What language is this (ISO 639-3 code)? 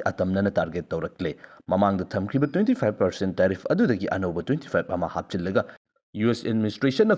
mni